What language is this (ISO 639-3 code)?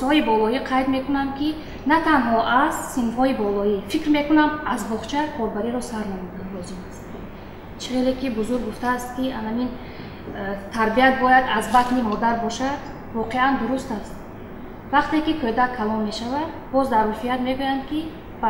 tgk